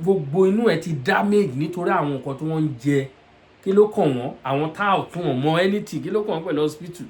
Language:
Yoruba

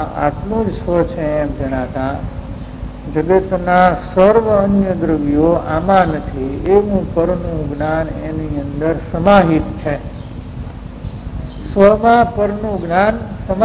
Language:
Gujarati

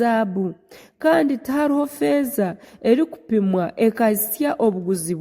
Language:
Nyankole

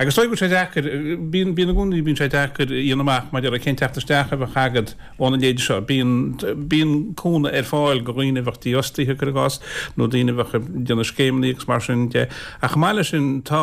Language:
Irish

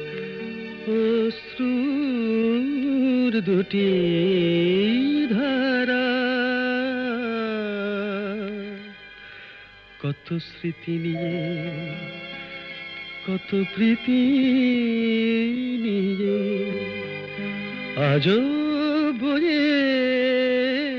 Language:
Bangla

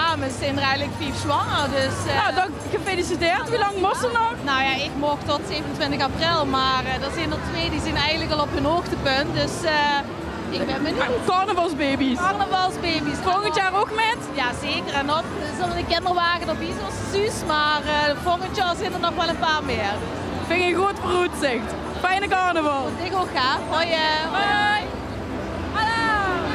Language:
Limburgish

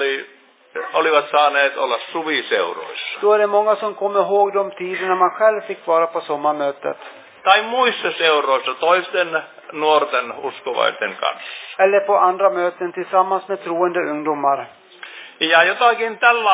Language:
Finnish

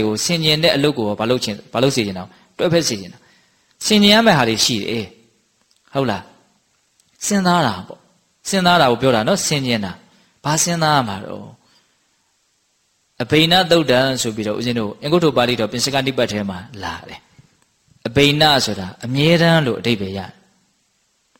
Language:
Burmese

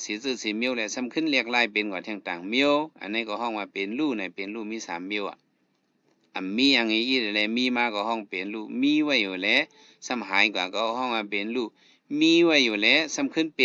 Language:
Shan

